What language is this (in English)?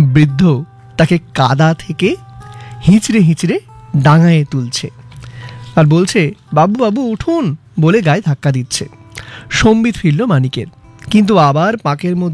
Bangla